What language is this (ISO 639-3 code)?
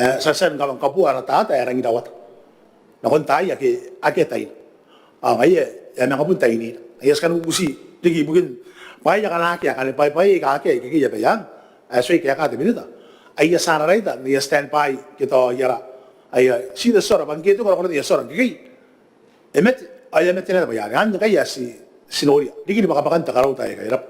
gil